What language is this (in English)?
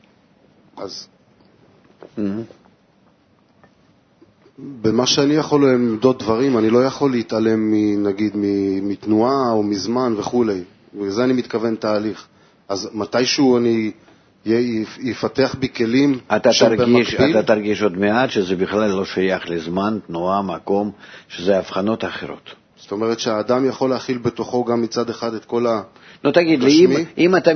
Hebrew